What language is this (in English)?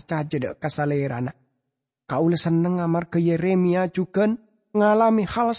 Madurese